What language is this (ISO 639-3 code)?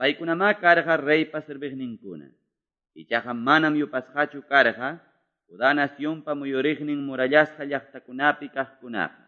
que